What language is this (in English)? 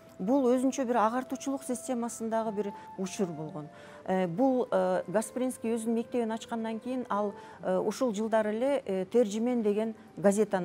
Kyrgyz